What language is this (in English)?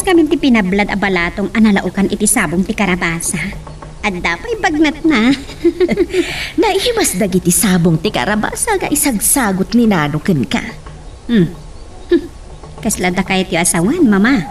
Iloko